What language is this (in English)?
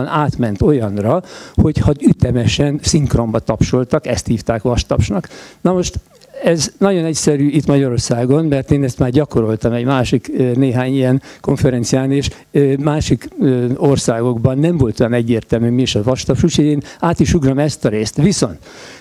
Hungarian